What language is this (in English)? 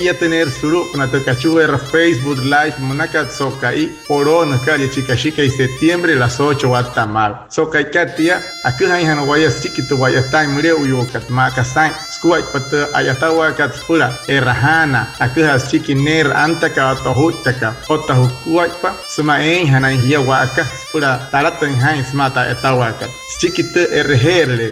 Wayuu